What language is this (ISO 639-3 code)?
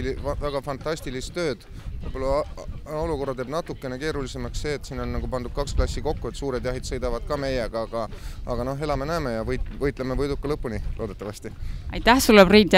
est